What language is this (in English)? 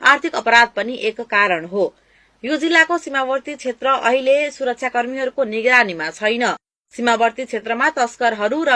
Nepali